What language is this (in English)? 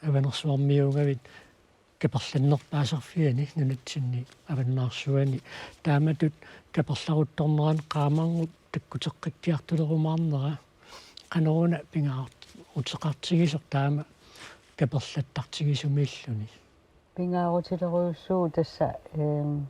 Kalaallisut